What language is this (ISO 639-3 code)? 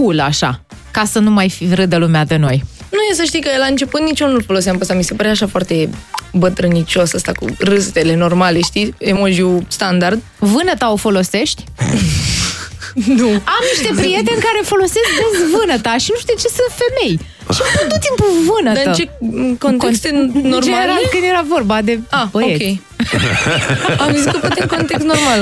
ron